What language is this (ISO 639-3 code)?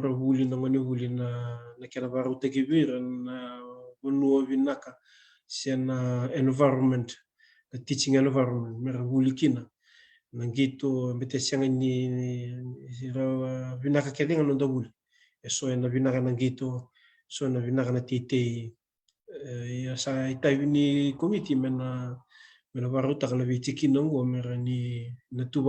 fij